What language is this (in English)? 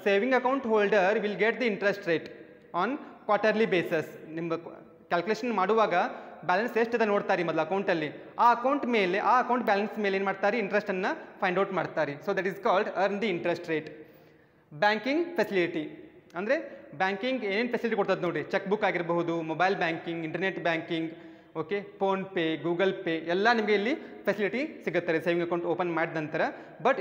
Kannada